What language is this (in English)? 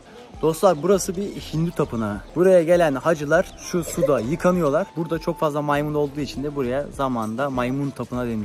Turkish